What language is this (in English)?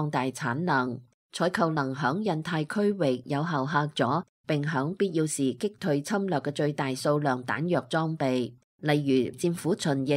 Cantonese